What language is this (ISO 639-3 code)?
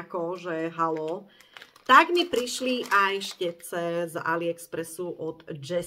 slk